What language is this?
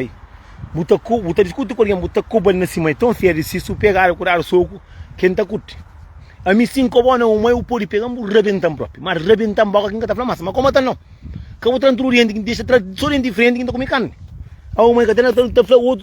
Kabuverdianu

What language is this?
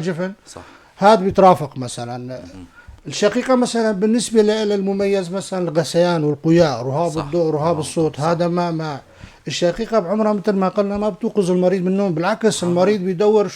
North Levantine Arabic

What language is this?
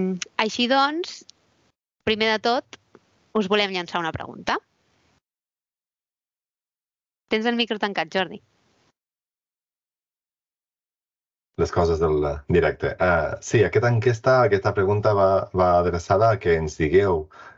Catalan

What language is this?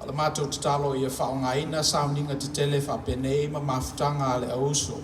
Samoan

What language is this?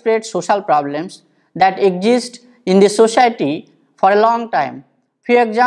English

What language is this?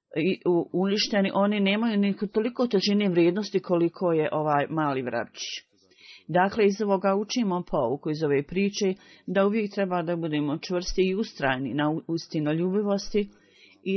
Bosnian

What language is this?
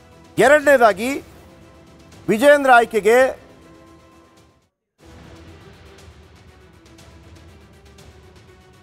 Kannada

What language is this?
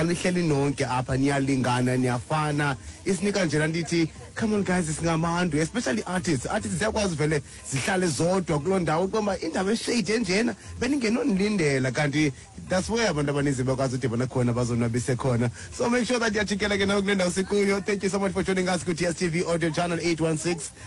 Xhosa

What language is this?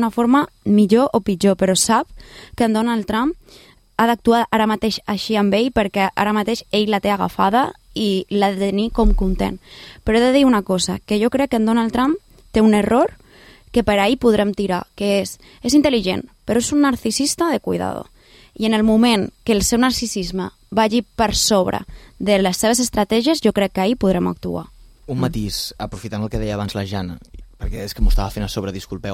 Catalan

